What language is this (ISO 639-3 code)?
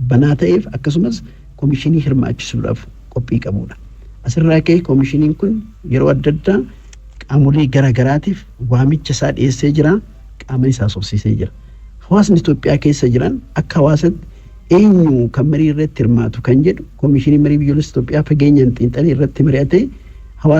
orm